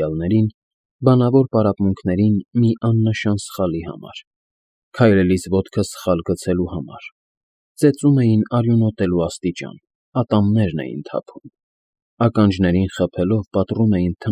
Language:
Armenian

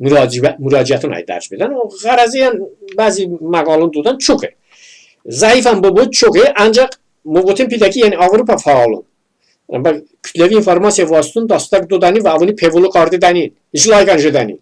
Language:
Talysh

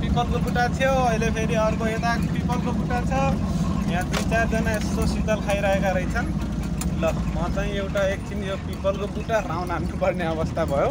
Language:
Nepali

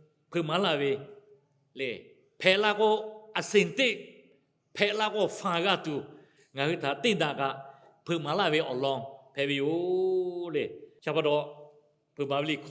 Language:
Lahu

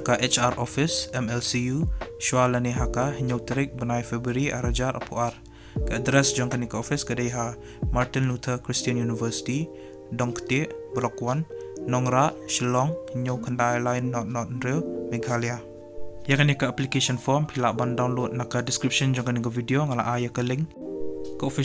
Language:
Khasi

